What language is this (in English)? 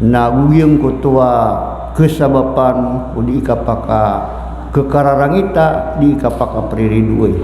Maranao